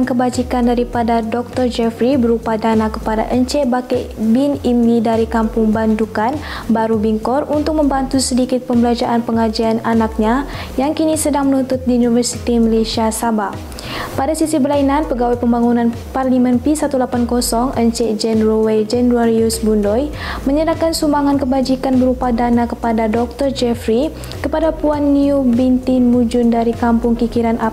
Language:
Malay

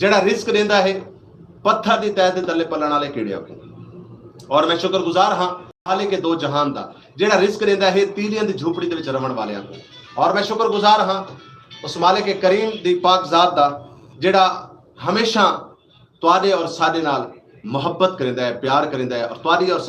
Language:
Saraiki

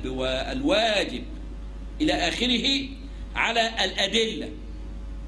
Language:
Arabic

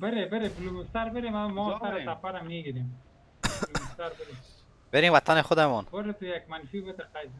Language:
Persian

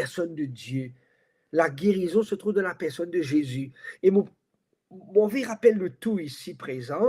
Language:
Morisyen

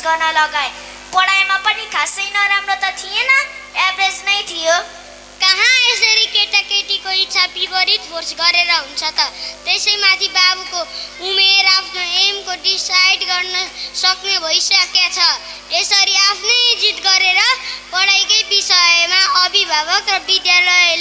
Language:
Nepali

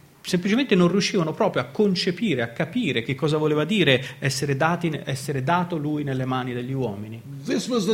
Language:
Italian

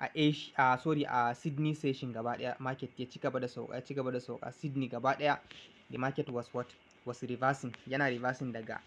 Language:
Hausa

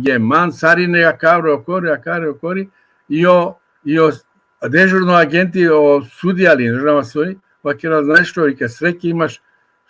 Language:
Balkan Romani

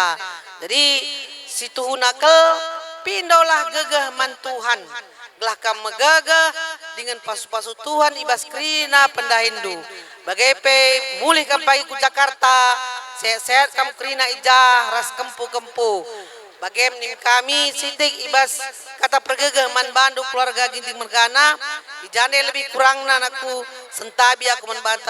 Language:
Batak Karo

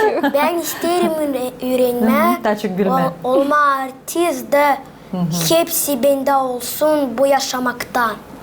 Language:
Gagauz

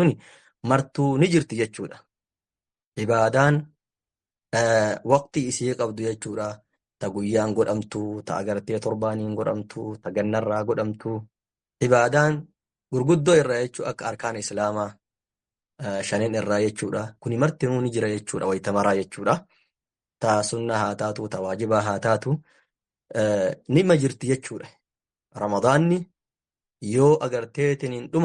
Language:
Oromo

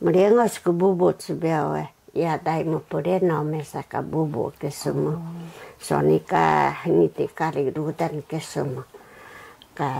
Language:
Taroko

